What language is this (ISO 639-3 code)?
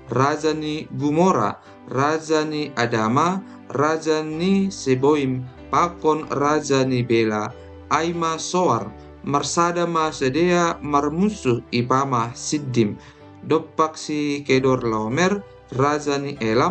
bts